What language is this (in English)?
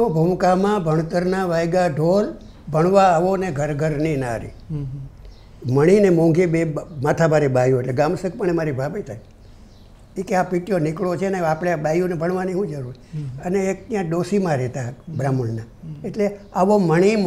Gujarati